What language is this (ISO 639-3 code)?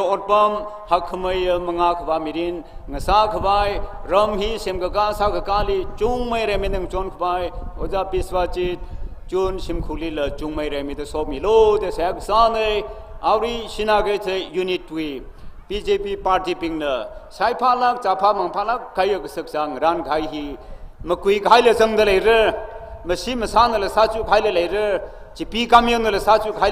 nmf